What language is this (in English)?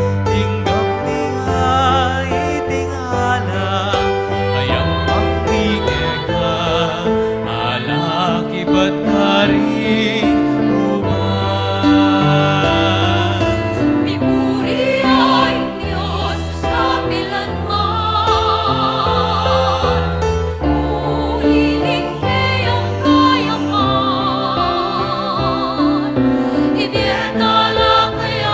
Pampanga